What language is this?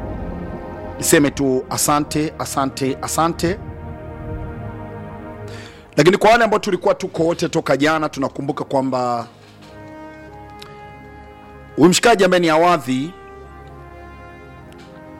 Swahili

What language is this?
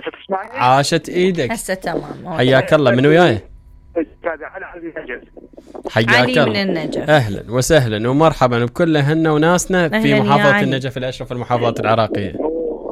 Mesopotamian Arabic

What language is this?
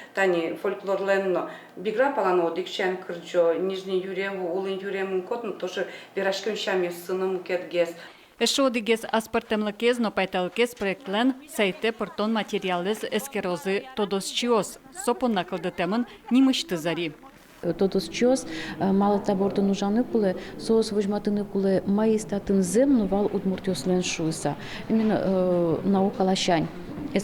Udmurt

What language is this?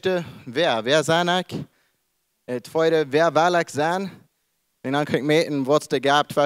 Plautdietsch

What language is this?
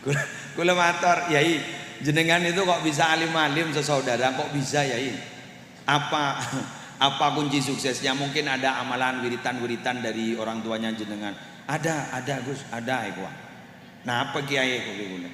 Madurese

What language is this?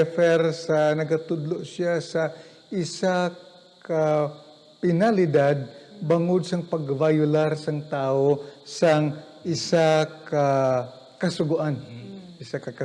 Hiligaynon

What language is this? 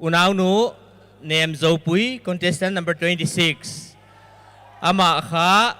Paite Chin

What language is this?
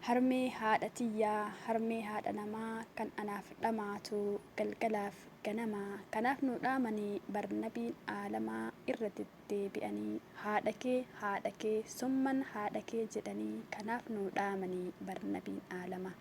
Oromo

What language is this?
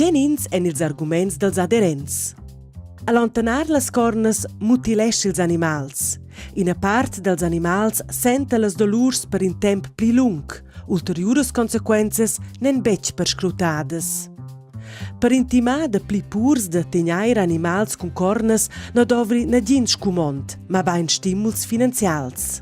Romansh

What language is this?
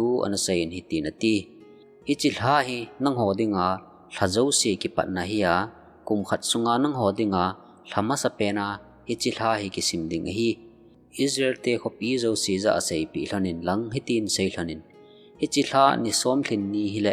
Thado Chin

